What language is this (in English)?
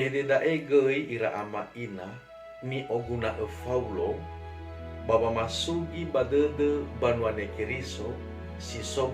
Nias